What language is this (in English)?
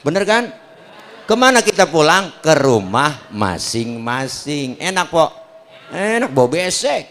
Betawi